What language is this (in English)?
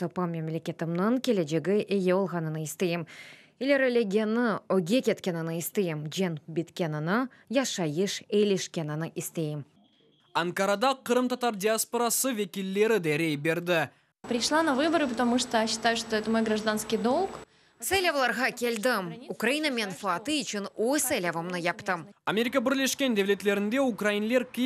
Crimean Tatar